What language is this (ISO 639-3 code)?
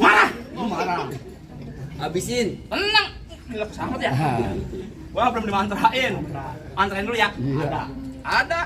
bew